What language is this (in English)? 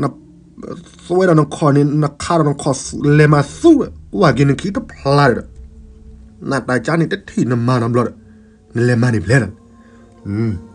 S'gaw Karen